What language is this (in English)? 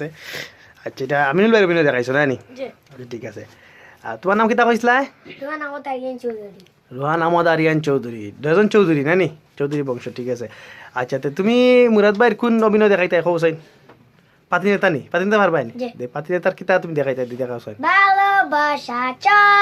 Sylheti